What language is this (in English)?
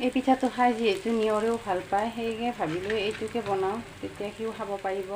Assamese